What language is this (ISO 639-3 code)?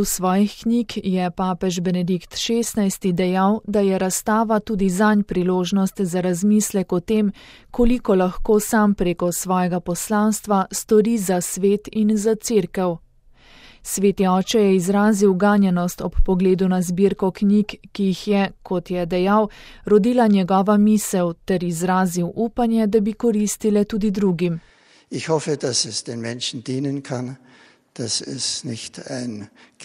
slv